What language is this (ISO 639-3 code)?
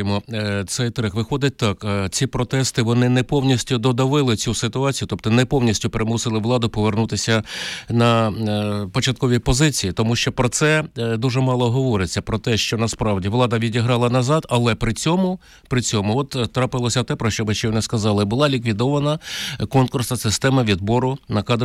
ukr